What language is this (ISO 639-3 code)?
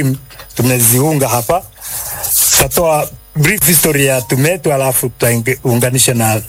swa